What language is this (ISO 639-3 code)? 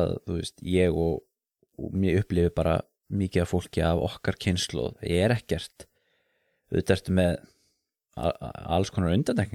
isl